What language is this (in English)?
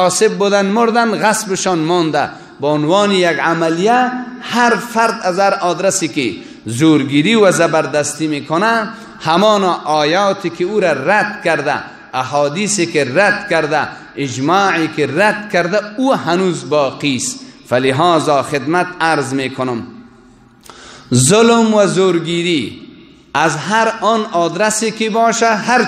Persian